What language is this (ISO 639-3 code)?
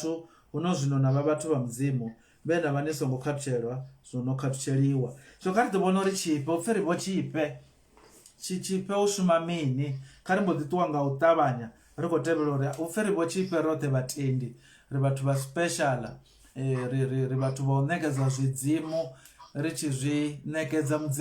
ven